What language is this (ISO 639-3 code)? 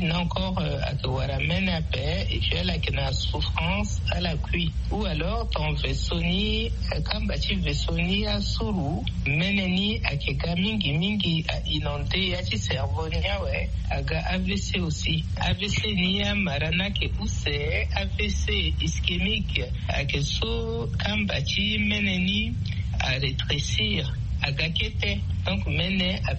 sag